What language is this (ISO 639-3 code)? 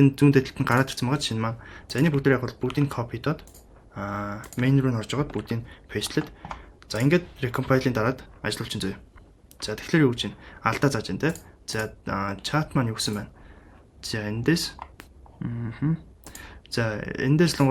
mon